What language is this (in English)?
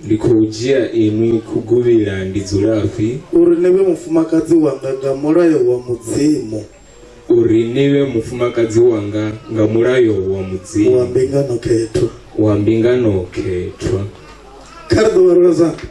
Venda